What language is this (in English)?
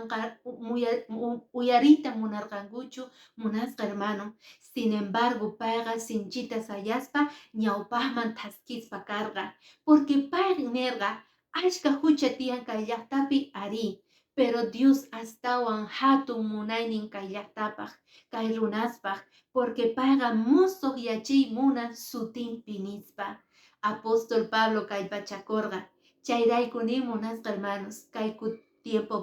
Quechua